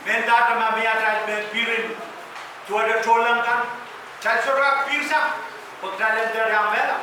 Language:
Pohnpeian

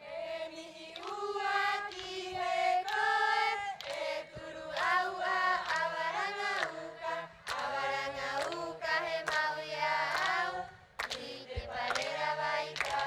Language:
Rapanui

